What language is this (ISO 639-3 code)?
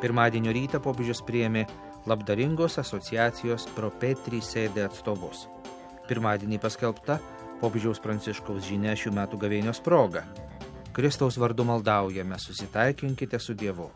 lit